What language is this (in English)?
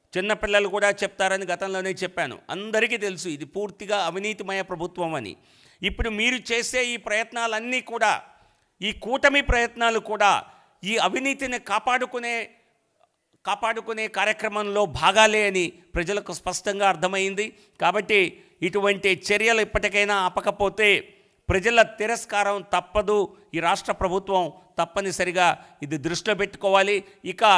Telugu